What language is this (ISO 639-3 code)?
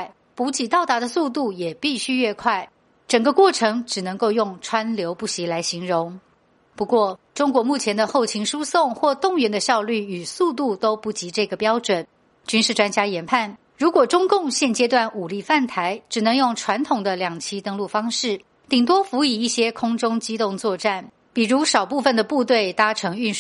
zho